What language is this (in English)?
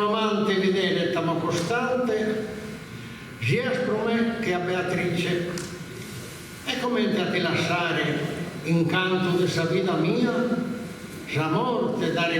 Sardinian